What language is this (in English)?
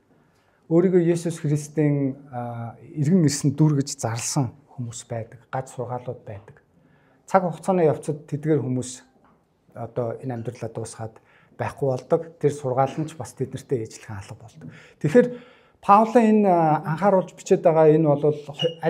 Mongolian